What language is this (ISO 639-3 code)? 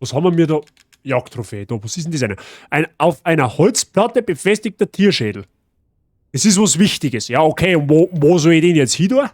bar